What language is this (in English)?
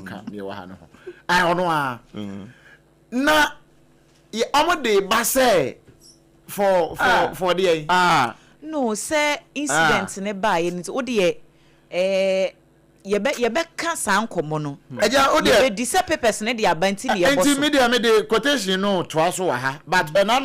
Akan